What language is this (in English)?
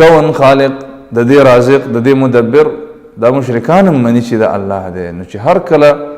Pashto